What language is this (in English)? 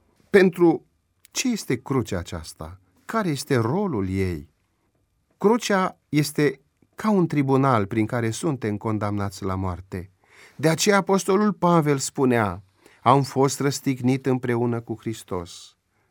Romanian